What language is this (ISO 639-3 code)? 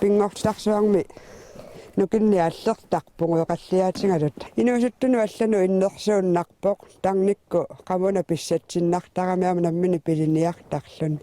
kal